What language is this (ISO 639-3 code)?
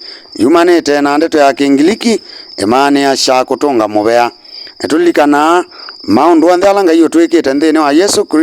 kam